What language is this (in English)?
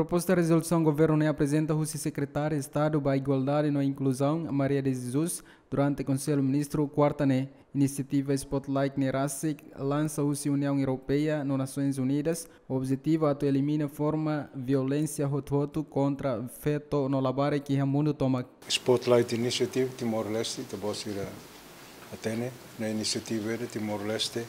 Tetum